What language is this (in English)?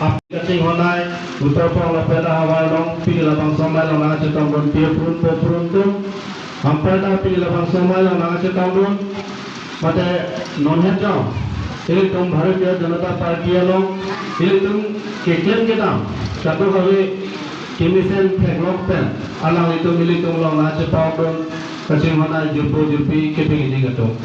Karbi